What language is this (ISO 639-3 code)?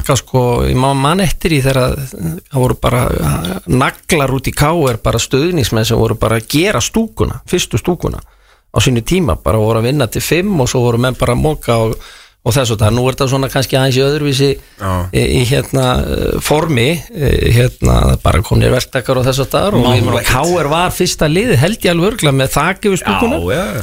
isl